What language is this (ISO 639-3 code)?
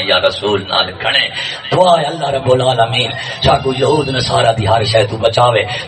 skr